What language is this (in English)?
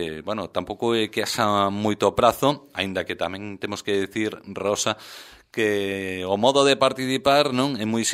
Galician